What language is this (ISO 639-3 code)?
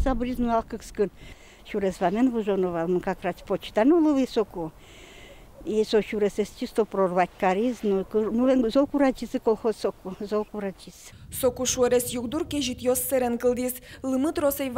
udm